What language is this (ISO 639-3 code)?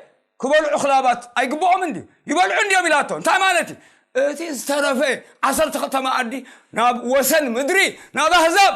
tir